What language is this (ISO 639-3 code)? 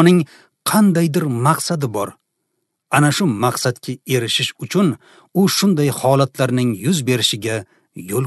uzb